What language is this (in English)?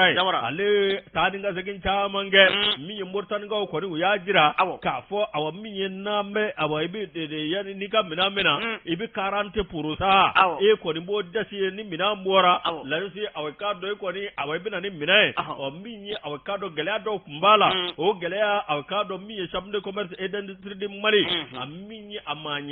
Bambara